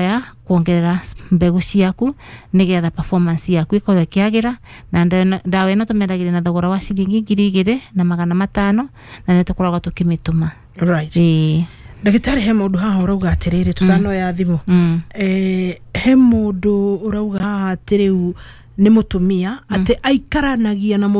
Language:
Kikuyu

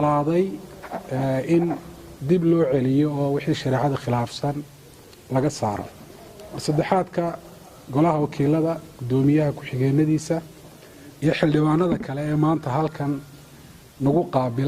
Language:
Somali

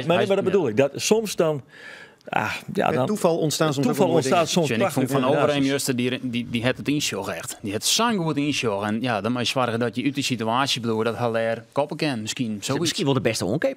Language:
Western Frisian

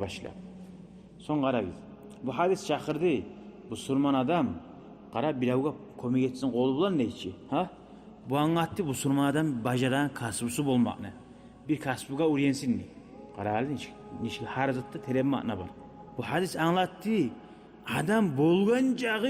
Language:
Kumyk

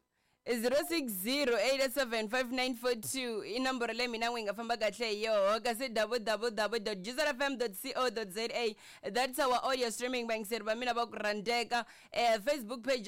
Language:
Tsonga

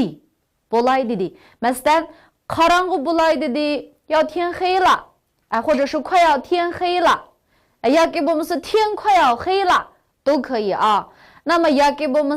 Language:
Uyghur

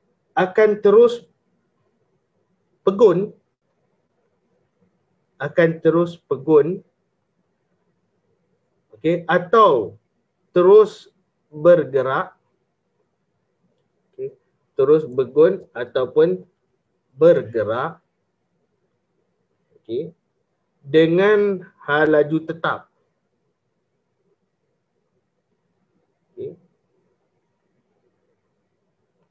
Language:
Malay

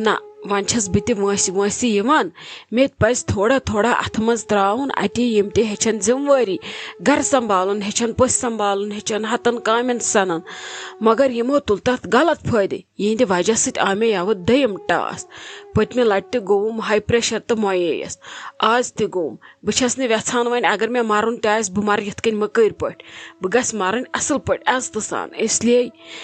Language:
Kashmiri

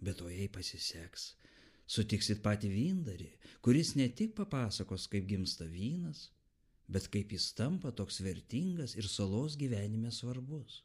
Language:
Lithuanian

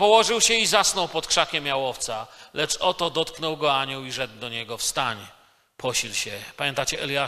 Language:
Polish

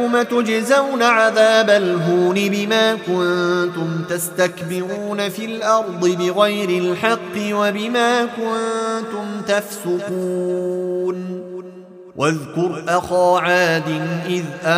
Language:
Arabic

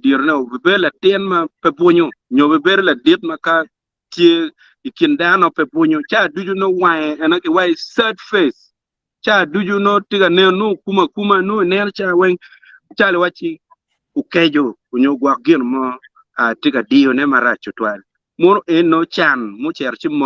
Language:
Acoli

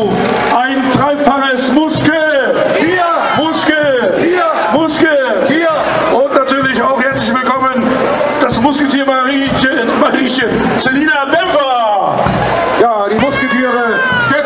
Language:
German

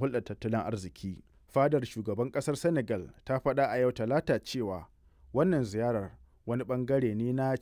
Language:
Hausa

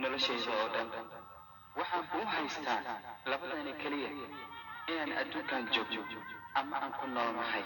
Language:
Somali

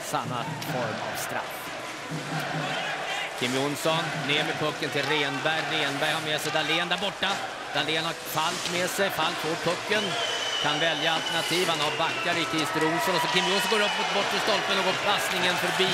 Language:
Swedish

